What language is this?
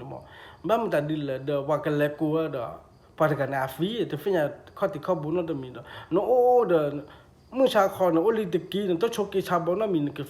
S'gaw Karen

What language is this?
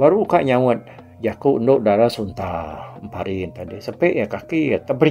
Iban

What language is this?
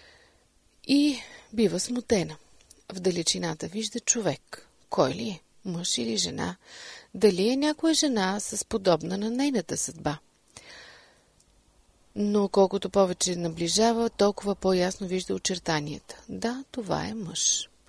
Bulgarian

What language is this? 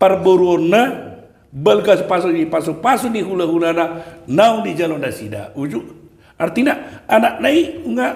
Batak Toba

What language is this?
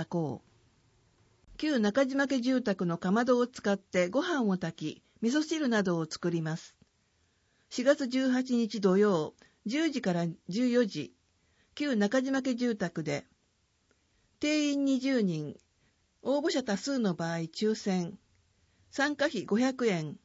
Japanese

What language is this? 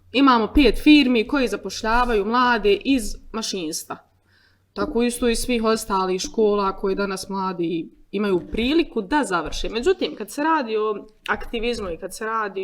Bosnian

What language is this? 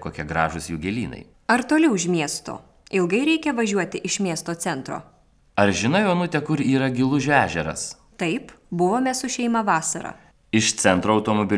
Lithuanian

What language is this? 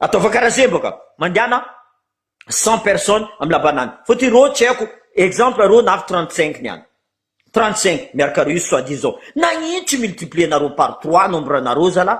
Malagasy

